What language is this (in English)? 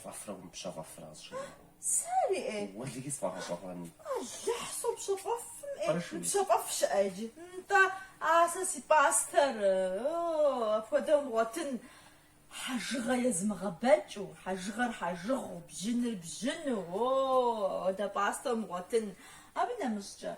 Kabardian